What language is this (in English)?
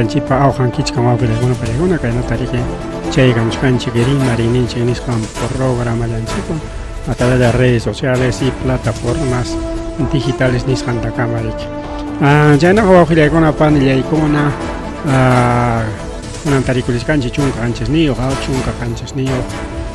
Ayacucho Quechua